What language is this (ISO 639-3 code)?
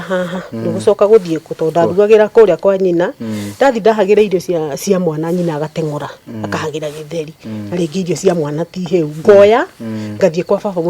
kik